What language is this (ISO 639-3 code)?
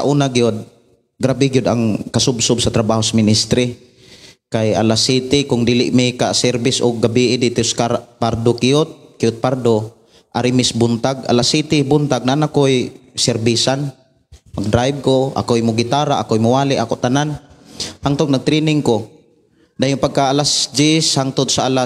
ceb